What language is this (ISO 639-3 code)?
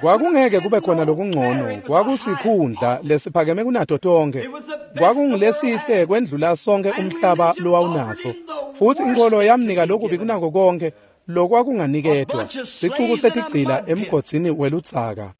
ssw